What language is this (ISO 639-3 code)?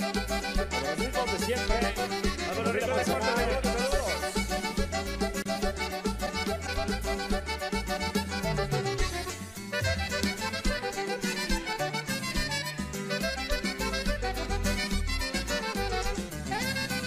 spa